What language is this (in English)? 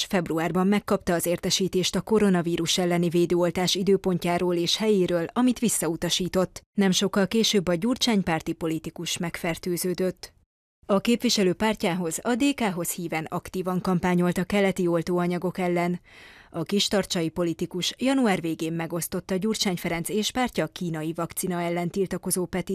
Hungarian